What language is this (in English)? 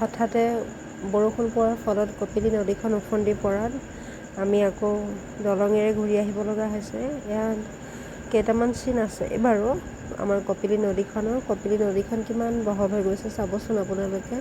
Assamese